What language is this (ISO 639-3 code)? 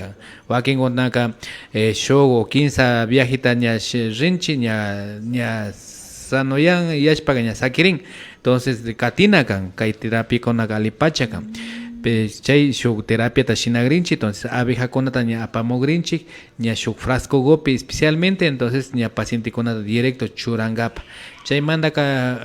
qvi